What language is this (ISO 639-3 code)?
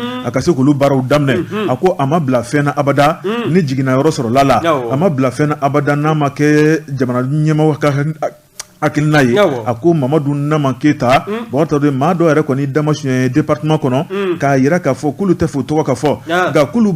bam